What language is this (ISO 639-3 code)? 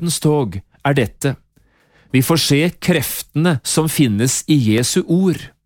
nor